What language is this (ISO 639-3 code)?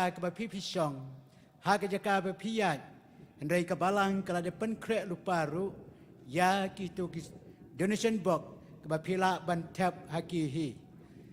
kha